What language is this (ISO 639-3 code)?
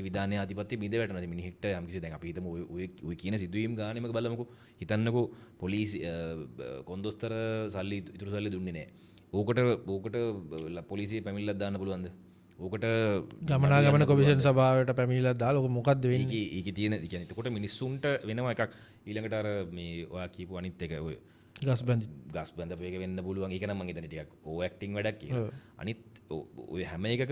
sin